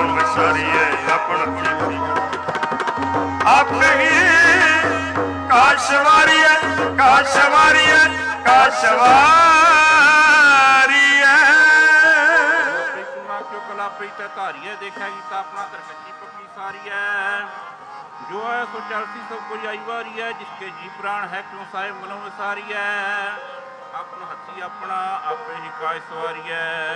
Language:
Punjabi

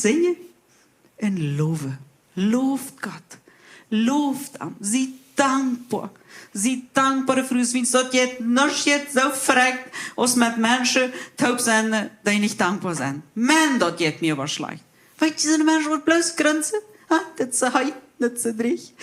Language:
Plautdietsch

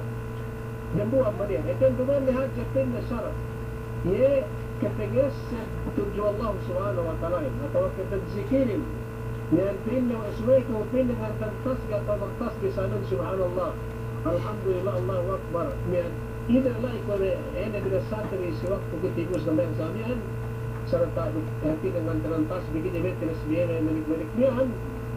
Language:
Yakan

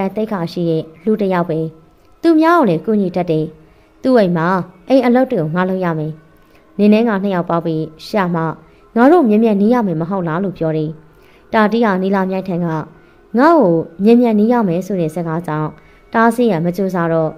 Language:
Burmese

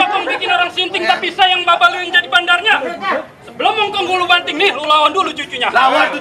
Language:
Betawi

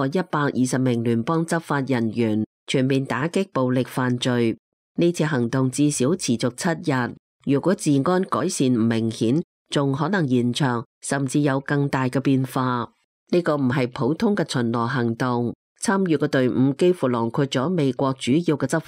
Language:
Cantonese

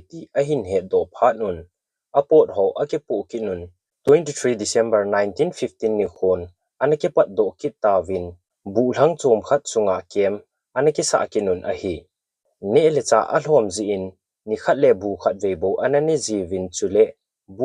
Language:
Thado Chin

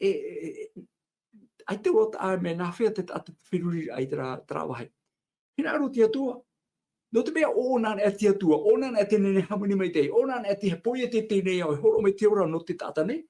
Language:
Tahitian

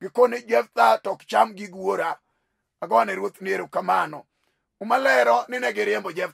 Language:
Luo (Kenya and Tanzania)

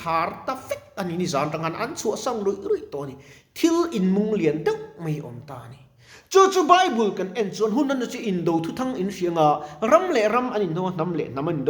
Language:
Mizo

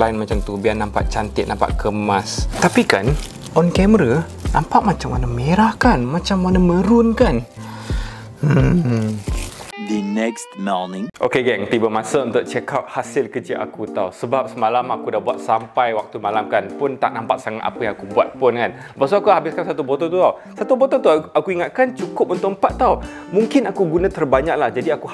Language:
Malay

